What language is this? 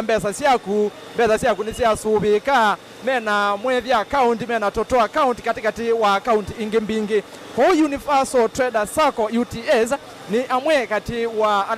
Kamba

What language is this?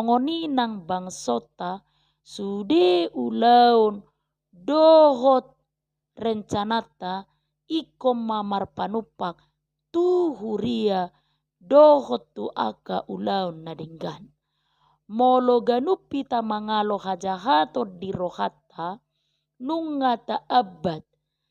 Batak Toba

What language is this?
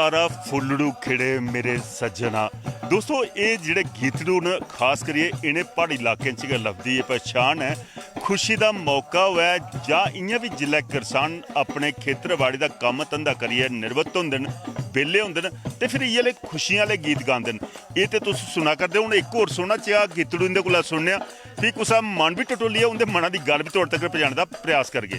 Dogri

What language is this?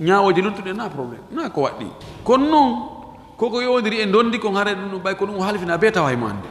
Fula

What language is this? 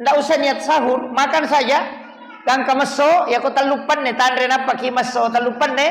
Buginese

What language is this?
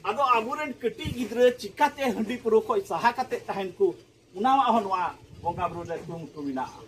Santali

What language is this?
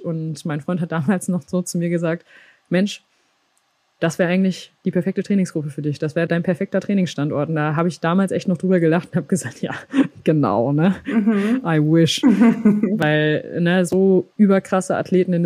German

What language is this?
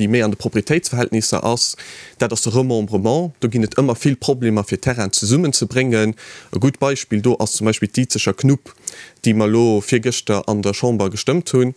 Luxembourgish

